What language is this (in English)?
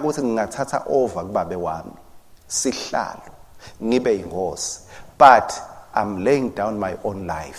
Swati